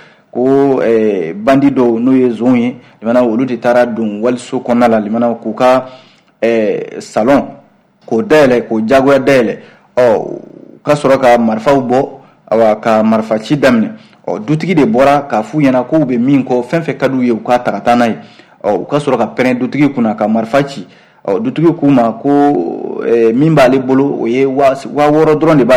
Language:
Bambara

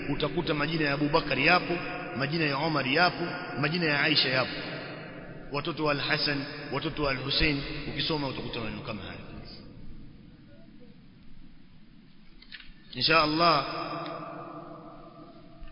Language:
Swahili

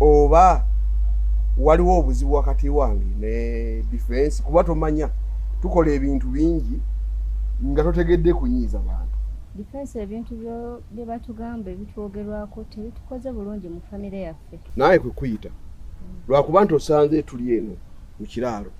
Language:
Ganda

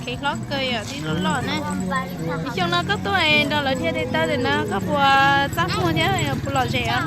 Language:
Hmong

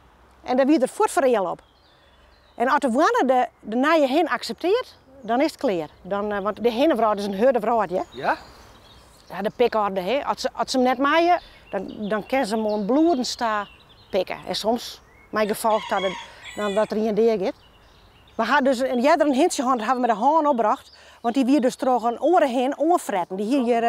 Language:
Western Frisian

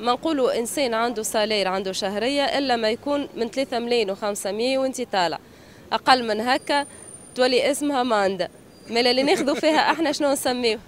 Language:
Tunisian Arabic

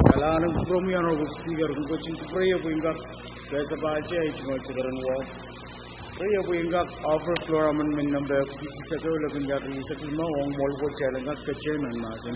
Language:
Pohnpeian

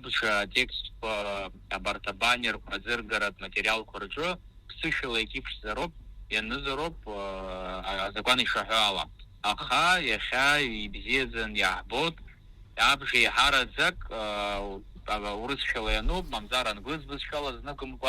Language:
Abkhazian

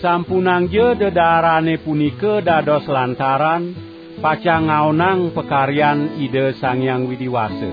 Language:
Balinese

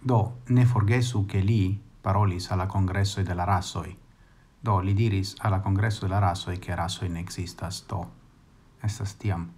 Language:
Esperanto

